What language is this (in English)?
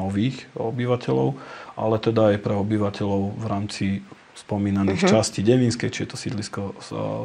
Slovak